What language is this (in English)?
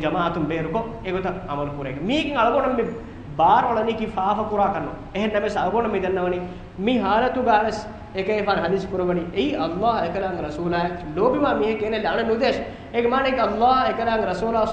Divehi